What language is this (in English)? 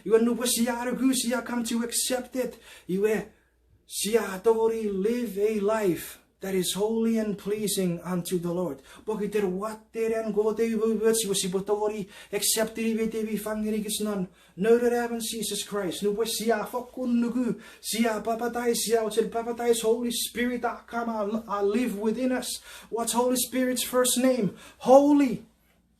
Chuukese